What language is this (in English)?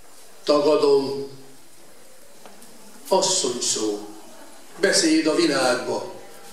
Hungarian